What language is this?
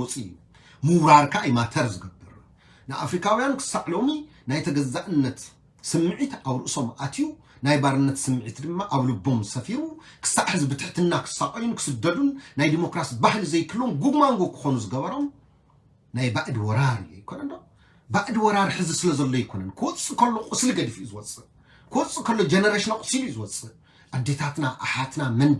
Tigrinya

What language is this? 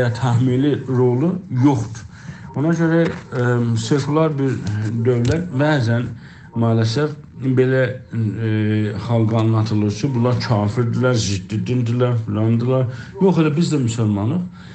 South Azerbaijani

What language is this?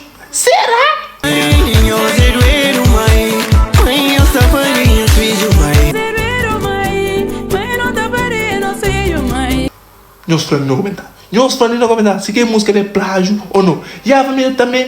Kabuverdianu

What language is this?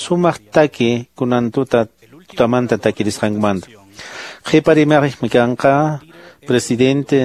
Quechua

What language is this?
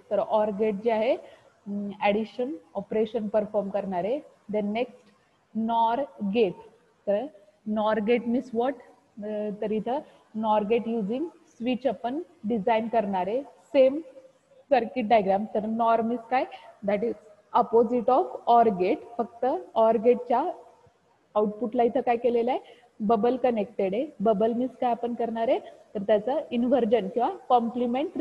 Marathi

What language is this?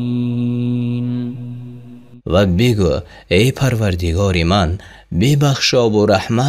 Tajik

